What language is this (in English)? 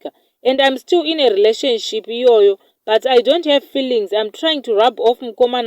Shona